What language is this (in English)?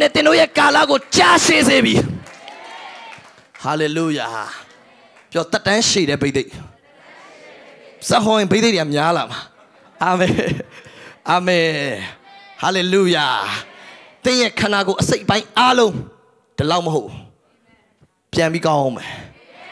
Burmese